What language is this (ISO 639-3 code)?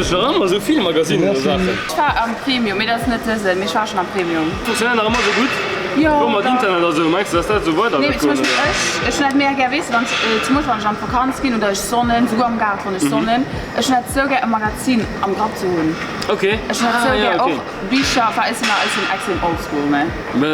ltz